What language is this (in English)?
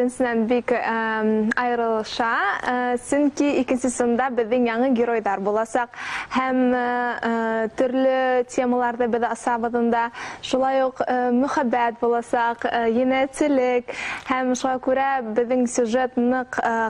Bashkir